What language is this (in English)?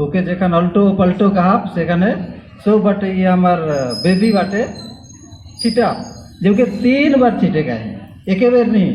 Sadri